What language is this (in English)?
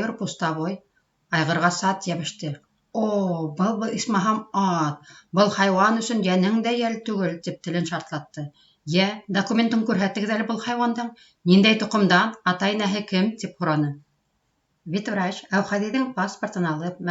Bashkir